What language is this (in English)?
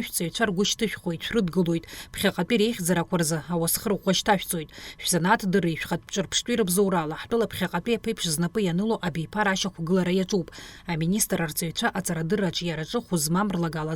Abkhazian